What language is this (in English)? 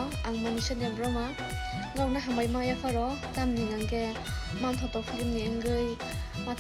Kok Borok